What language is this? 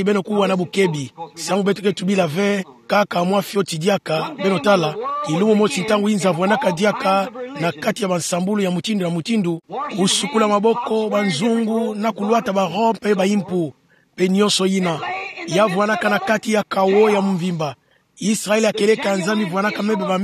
Kituba (Democratic Republic of Congo)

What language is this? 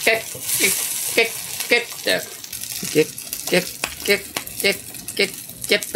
Japanese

